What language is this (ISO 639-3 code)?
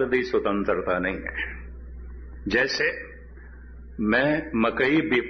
pan